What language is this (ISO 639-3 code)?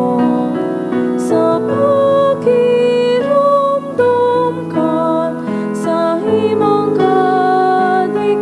bik